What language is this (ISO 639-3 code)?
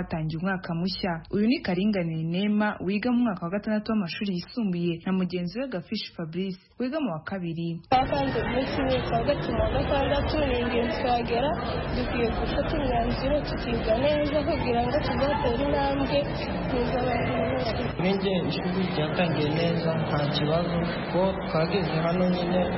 kin